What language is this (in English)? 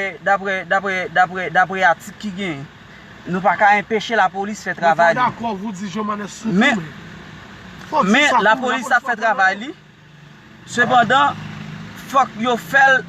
Haitian Creole